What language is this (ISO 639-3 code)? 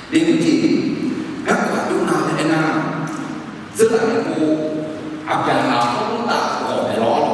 ahk